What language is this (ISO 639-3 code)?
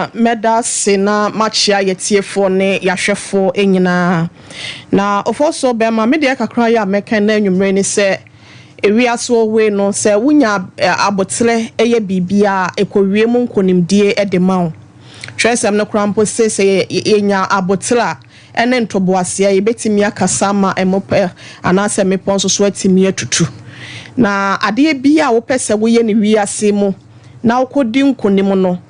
aka